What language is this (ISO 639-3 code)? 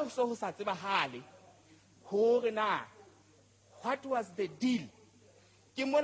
sot